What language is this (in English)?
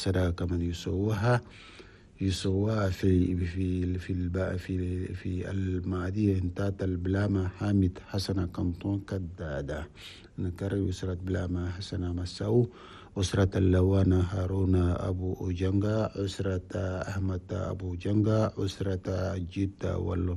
Chadian Arabic